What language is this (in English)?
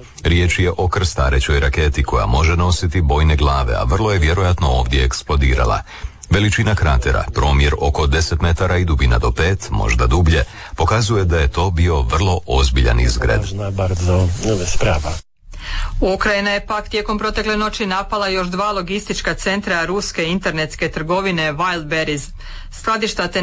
Croatian